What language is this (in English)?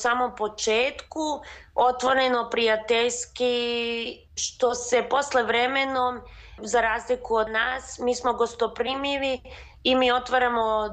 Serbian